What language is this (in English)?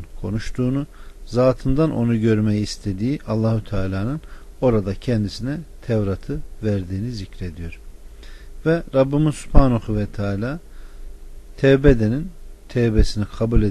Turkish